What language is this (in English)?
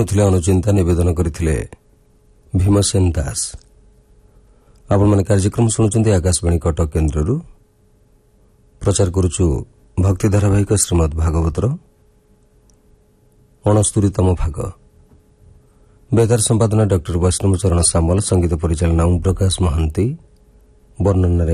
Odia